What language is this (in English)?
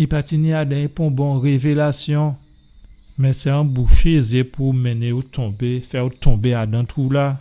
Guadeloupean Creole French